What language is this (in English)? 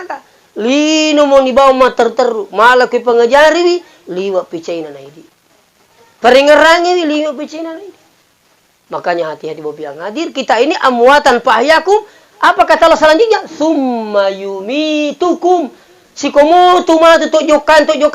Buginese